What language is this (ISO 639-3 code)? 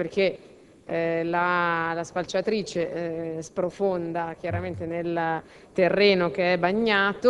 ita